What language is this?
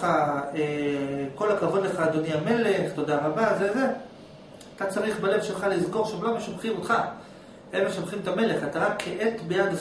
Hebrew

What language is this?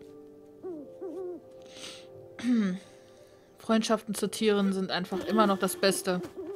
German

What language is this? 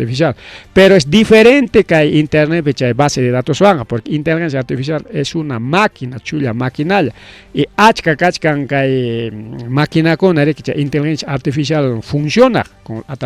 Ayacucho Quechua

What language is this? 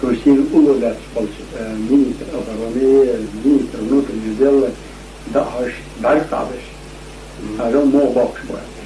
Chechen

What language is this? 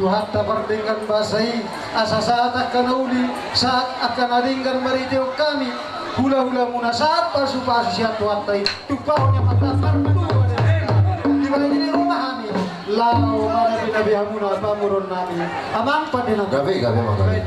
Batak Toba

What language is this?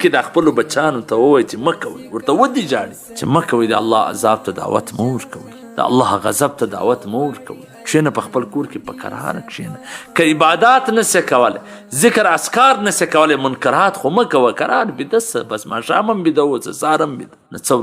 Pashto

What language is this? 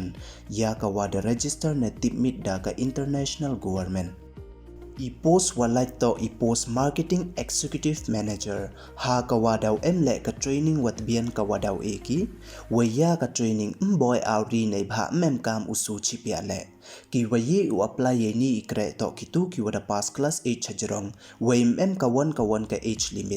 Pnar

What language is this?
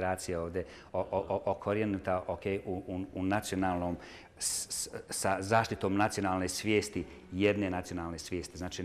Bosnian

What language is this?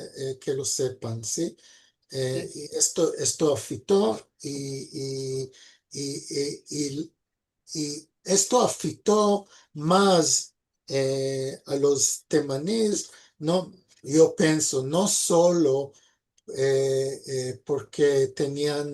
Ladino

